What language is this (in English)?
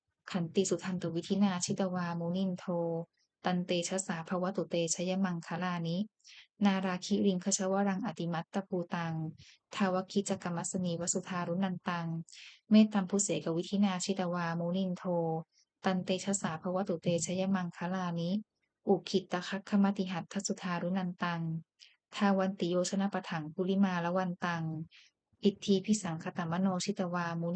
Pali